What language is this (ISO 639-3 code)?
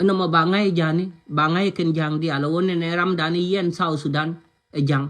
nus